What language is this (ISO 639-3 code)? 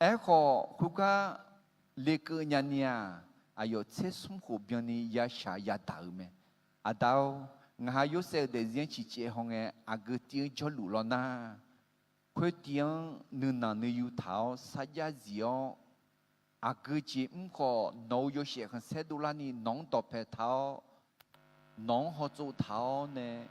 ahk